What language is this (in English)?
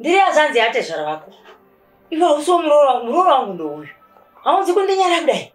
Shona